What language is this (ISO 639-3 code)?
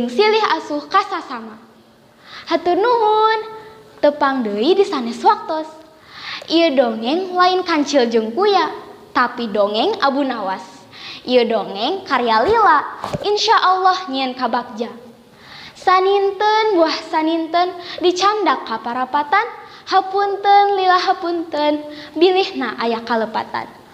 sun